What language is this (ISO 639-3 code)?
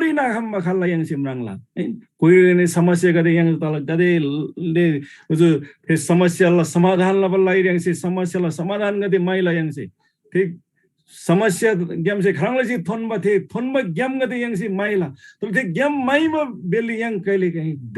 taj